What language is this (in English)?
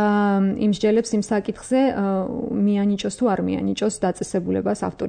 Georgian